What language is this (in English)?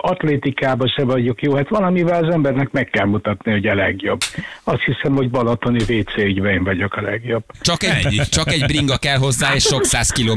Hungarian